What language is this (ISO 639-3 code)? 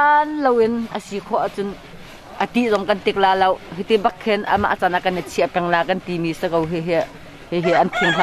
cnh